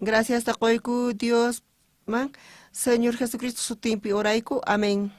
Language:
South Bolivian Quechua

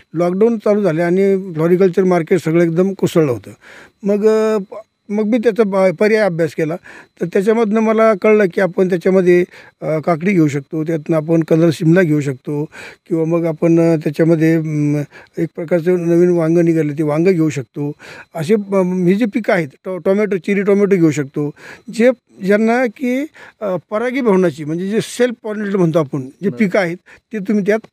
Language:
Marathi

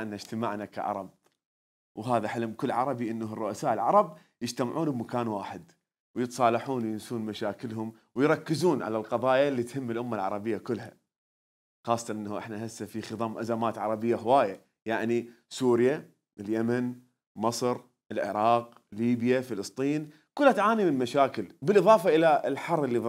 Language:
Mesopotamian Arabic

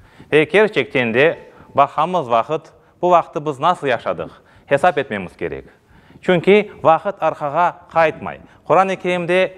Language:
Crimean Tatar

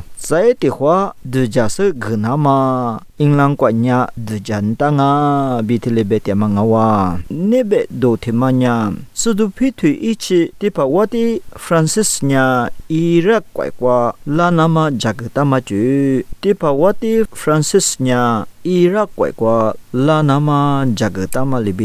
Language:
Lisu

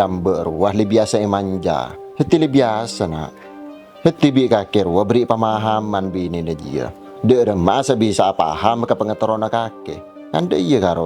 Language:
Madurese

